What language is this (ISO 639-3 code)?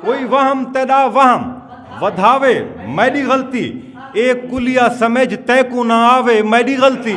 skr